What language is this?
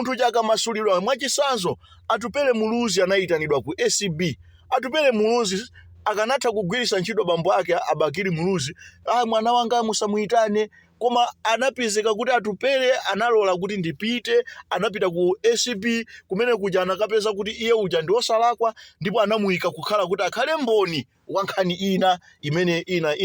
Nyanja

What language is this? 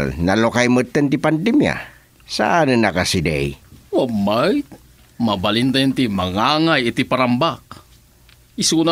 Iloko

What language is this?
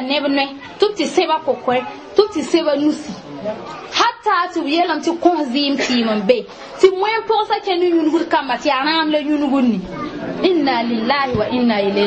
Mossi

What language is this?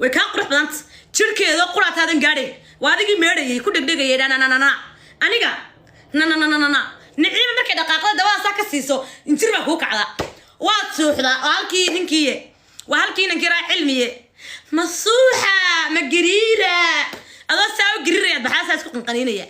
Somali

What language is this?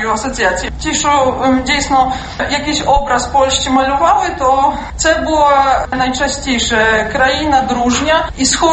Ukrainian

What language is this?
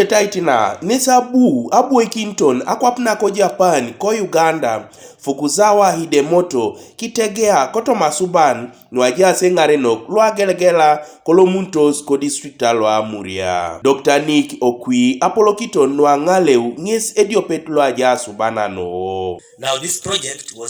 Teso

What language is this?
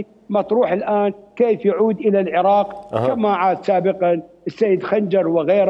Mesopotamian Arabic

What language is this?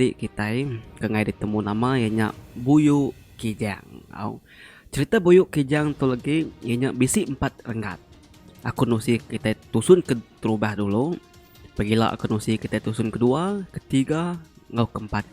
Iban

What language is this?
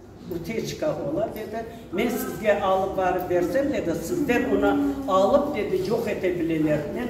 Crimean Tatar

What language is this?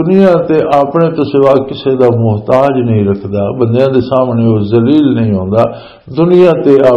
Western Panjabi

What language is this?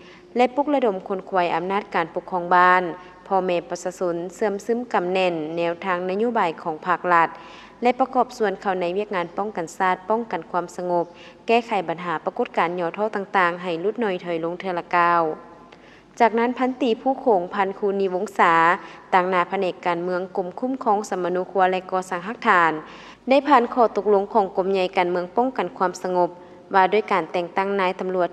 Lao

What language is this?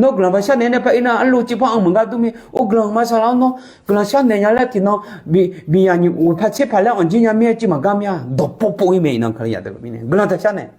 Akha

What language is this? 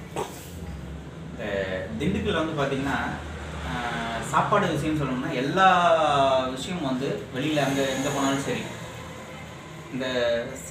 Tamil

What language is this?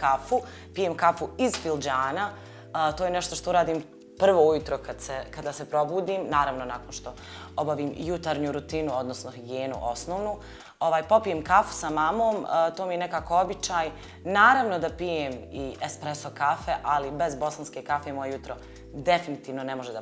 Bosnian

